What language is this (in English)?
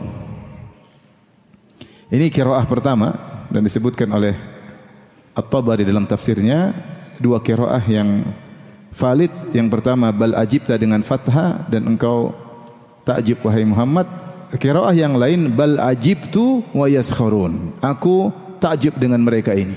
Indonesian